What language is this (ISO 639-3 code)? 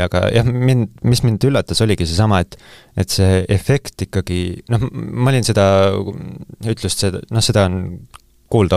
est